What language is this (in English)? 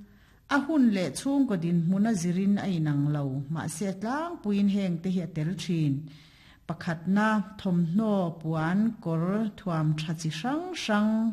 Mizo